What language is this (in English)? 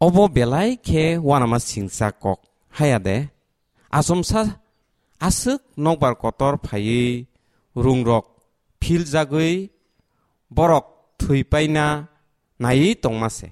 Kok Borok